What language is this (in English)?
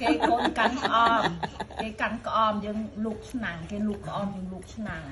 Khmer